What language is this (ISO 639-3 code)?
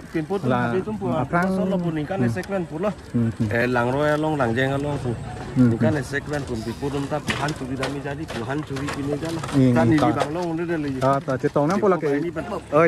mjw